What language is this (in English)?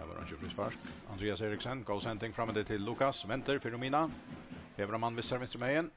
Faroese